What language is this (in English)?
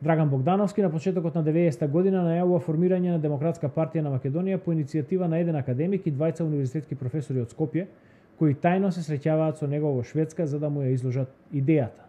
Macedonian